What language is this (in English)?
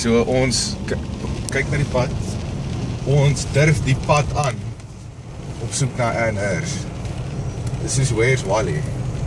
Afrikaans